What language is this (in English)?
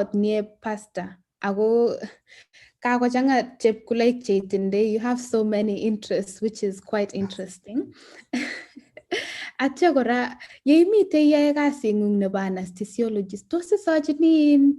Kalenjin